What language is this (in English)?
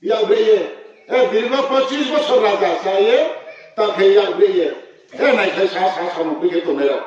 Riang (India)